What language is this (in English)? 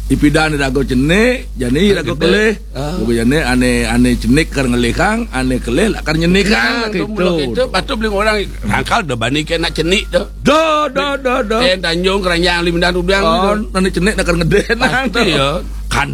Balinese